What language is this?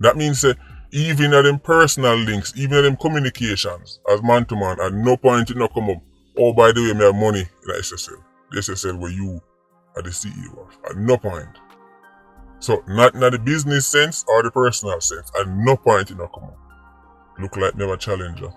Jamaican Creole English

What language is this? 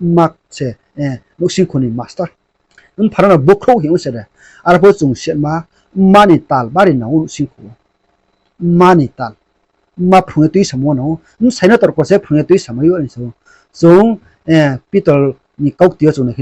Riang (India)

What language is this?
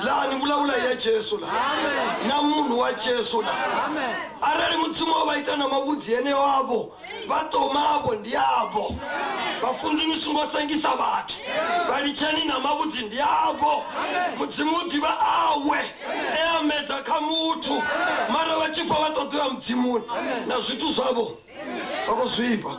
Venda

